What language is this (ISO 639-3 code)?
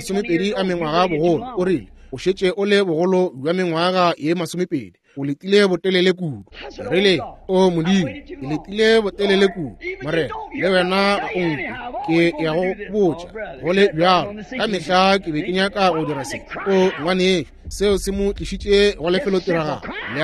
nso